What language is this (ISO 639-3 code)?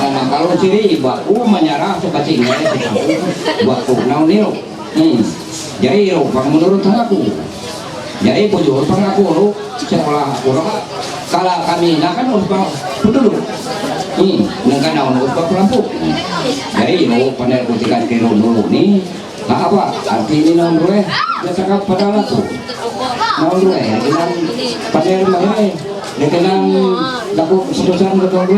mhy